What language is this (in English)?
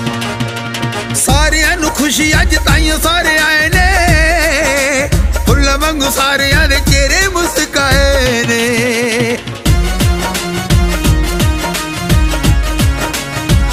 Punjabi